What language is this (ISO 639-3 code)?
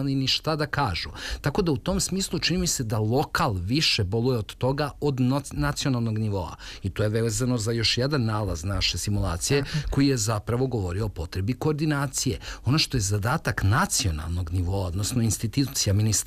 srp